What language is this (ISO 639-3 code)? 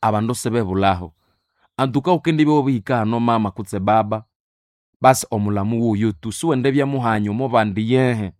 nnb